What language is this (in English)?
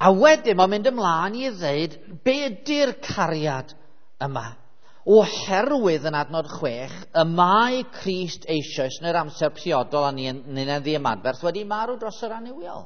Welsh